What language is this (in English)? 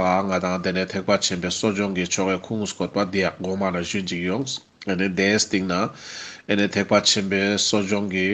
Ladakhi